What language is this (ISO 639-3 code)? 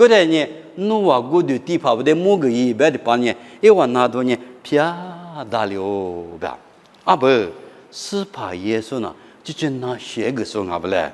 lis